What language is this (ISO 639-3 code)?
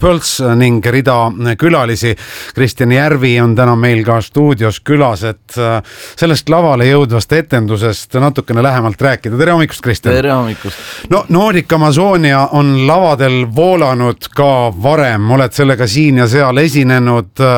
est